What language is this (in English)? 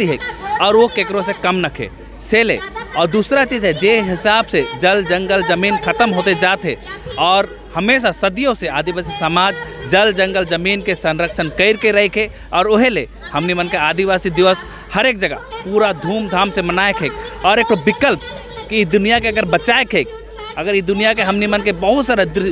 Sadri